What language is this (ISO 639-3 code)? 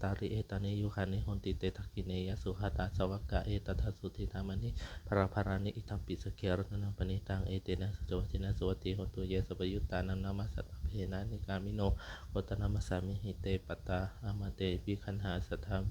pli